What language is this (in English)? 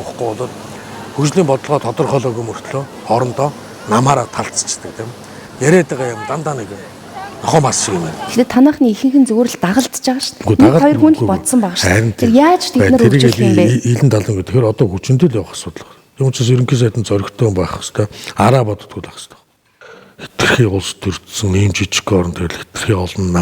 Mongolian